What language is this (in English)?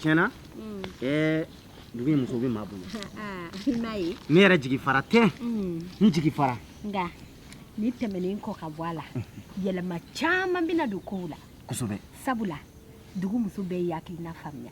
Bambara